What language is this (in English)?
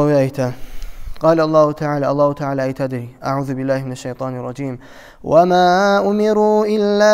Kumyk